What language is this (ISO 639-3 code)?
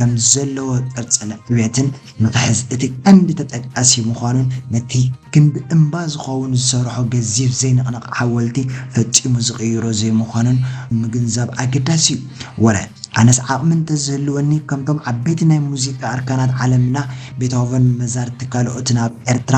tir